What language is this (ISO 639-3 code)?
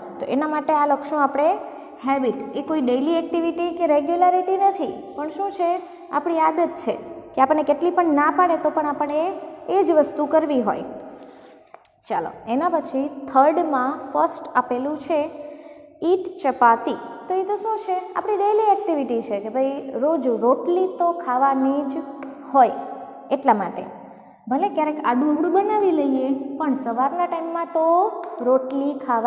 guj